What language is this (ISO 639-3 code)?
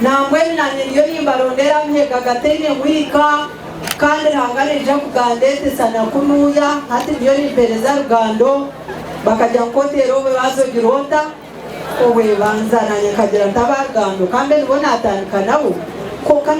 nyn